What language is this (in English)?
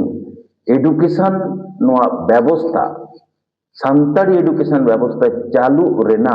Santali